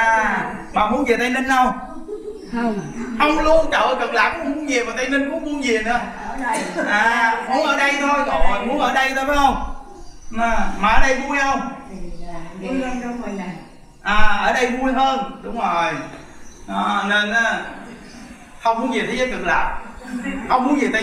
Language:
Vietnamese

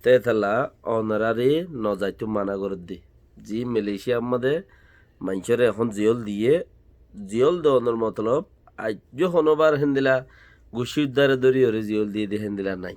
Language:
Rohingya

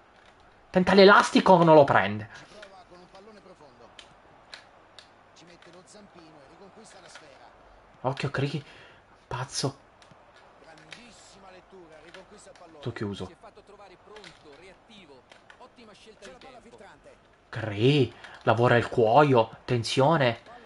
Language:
Italian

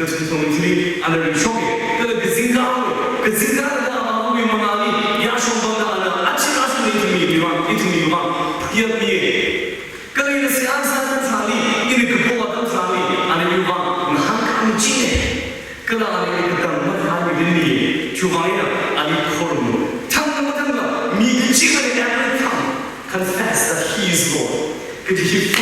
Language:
Tangkhul Naga (India)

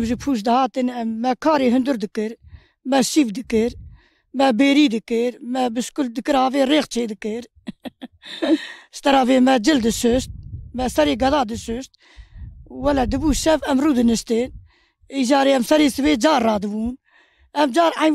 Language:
Kurdish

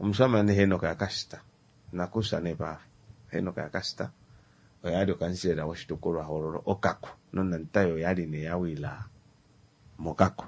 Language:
Kuanyama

